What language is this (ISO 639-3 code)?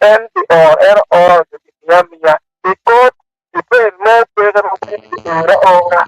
ach